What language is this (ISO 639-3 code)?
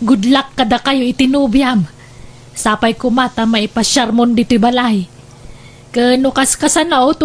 ilo